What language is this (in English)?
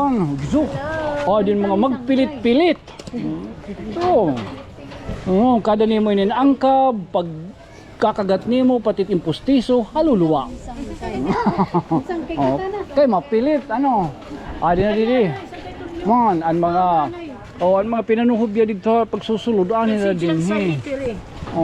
Waray